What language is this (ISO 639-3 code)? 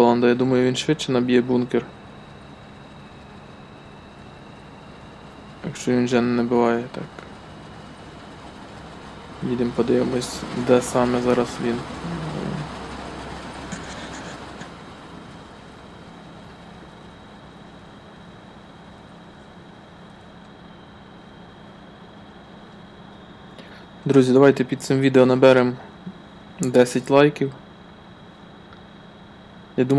ukr